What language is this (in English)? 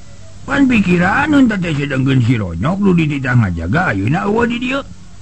Sundanese